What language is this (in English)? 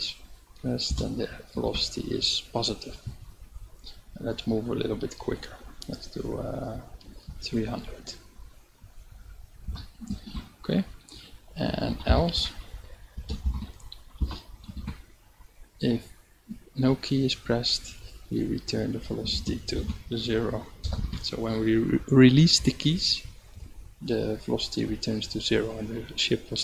English